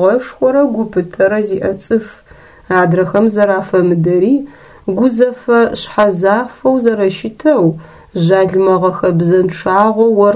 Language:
Adyghe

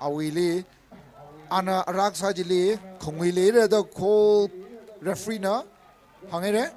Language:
Tangkhul Naga (India)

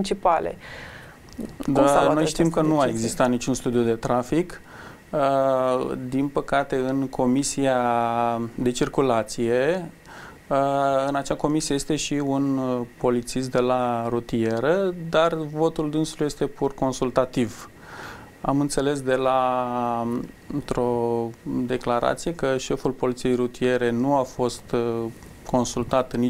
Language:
Romanian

